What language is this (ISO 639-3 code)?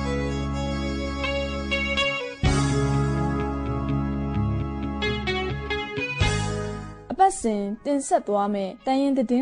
mya